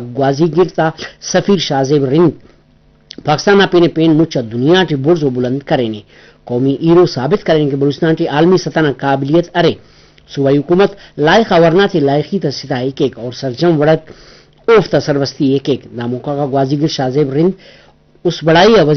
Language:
Brahui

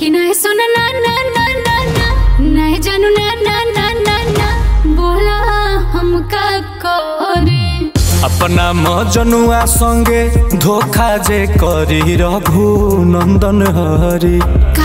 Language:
Bhojpuri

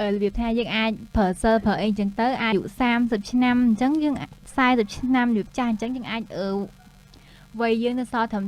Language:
Khmer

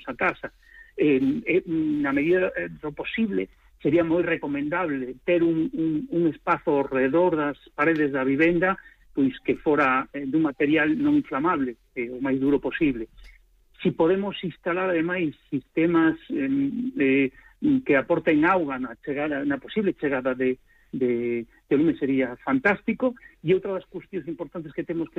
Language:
Galician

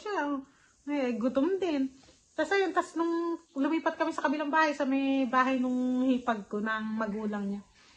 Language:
Filipino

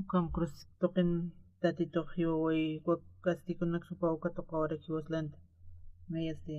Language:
Aymara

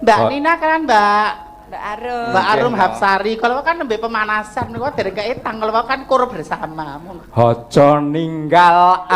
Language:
Javanese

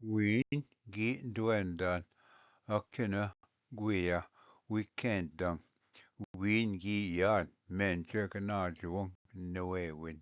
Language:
Ojibwa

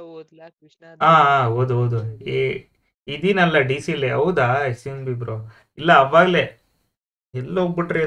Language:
Kannada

